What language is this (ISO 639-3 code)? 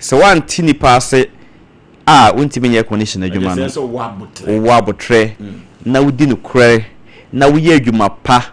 aka